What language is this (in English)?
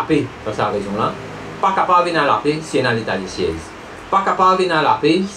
Morisyen